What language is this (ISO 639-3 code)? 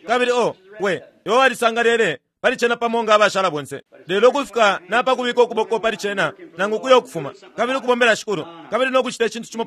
bem